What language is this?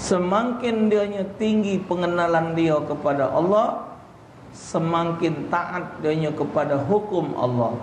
Musi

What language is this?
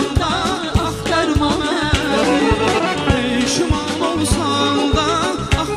South Azerbaijani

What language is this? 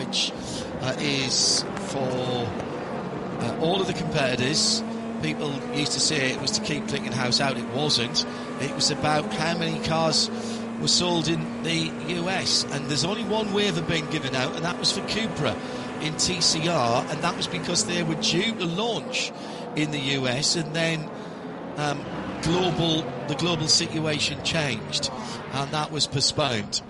English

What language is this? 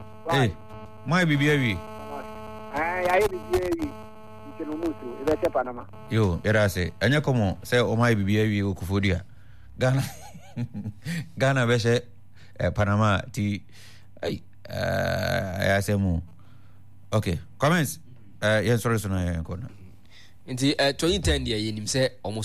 Akan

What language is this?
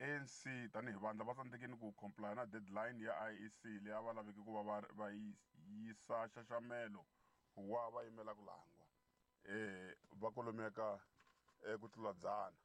Tsonga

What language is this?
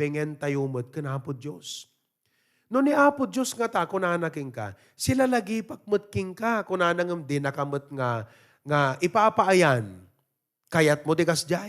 Iloko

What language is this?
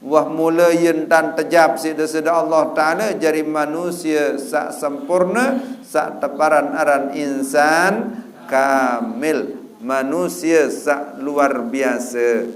Sasak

